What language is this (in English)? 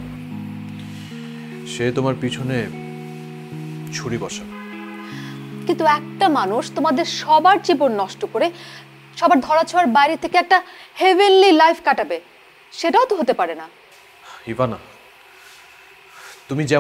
Bangla